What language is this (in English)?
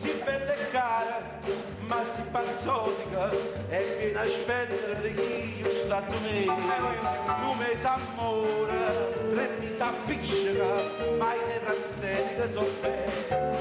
Neapolitan